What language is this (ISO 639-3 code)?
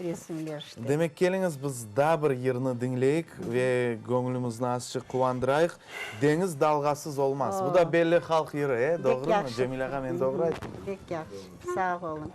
crh